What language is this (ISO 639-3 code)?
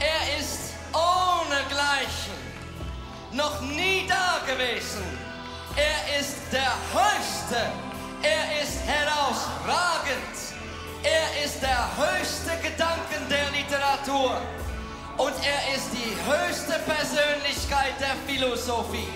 gsw